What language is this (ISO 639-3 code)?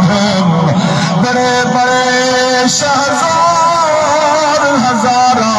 skr